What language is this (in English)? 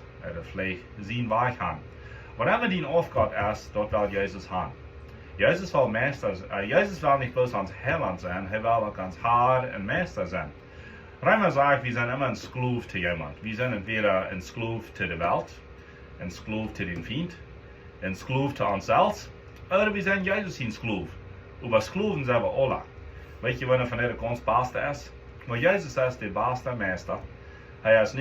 Plautdietsch